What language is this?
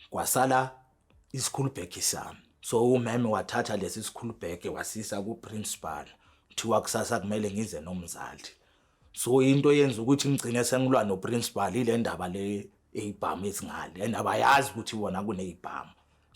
Zulu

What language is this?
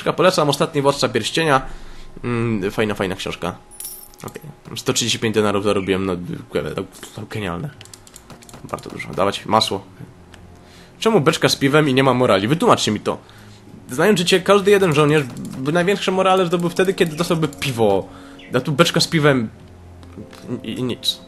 Polish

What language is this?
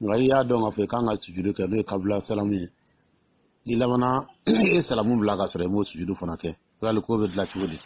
Dyula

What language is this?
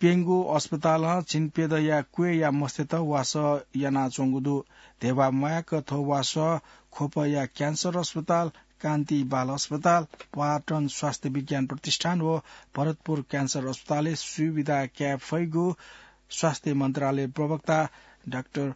Newari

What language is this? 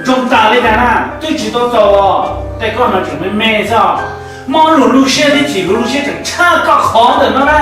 Hmong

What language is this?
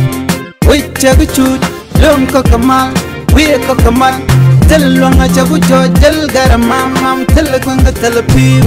Nuer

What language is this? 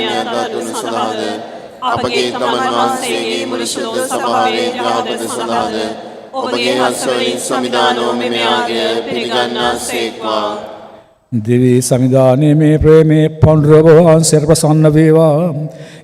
Sinhala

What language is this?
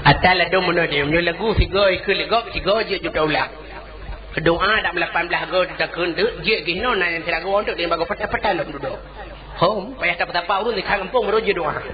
Achinese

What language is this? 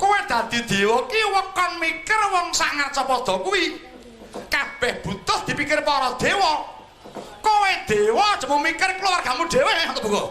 Javanese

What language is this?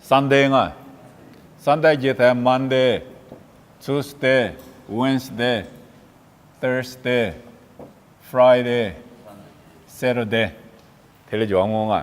Lisu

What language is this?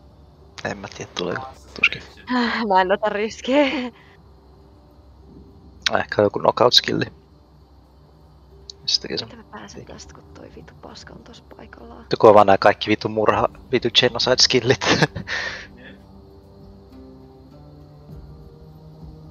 Finnish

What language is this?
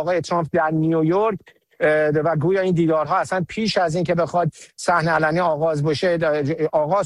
Persian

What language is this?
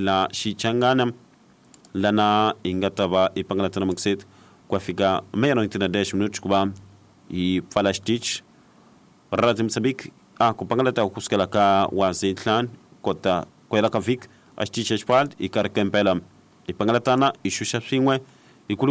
Tsonga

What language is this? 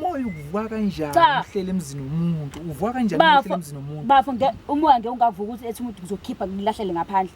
Zulu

